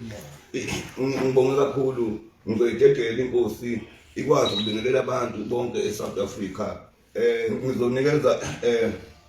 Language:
Zulu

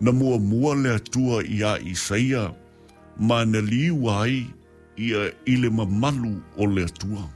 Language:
Samoan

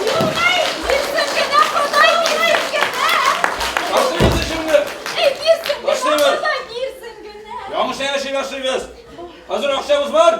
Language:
Bashkir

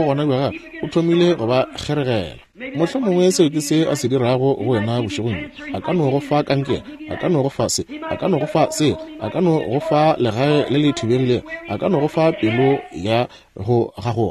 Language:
Northern Sotho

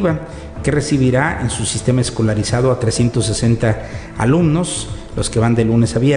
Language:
Spanish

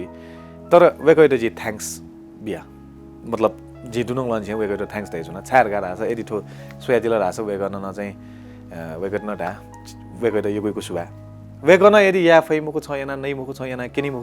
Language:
Newari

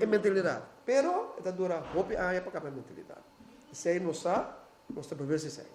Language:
Papiamento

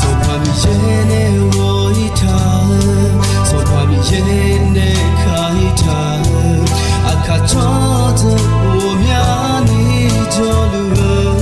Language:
Akha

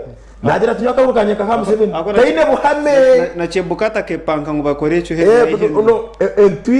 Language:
Nyankole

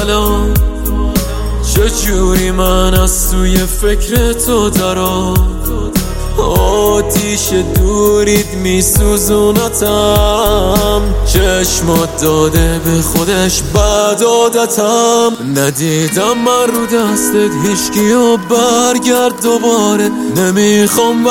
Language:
Persian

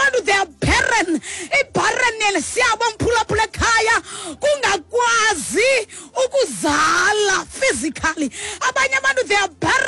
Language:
Xhosa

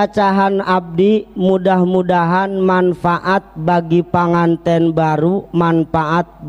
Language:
Sundanese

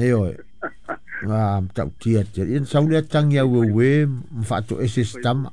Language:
Samoan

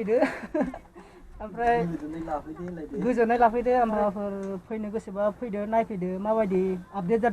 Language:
Bodo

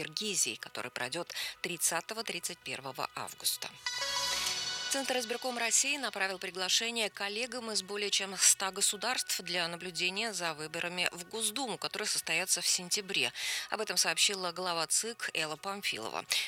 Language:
Russian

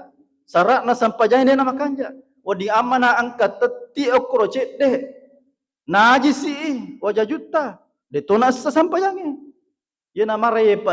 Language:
Buginese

